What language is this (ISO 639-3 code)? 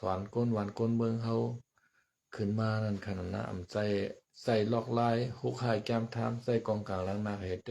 shn